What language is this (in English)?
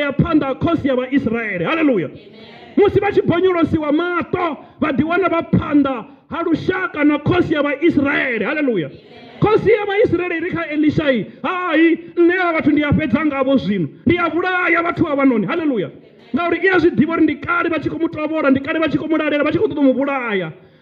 Venda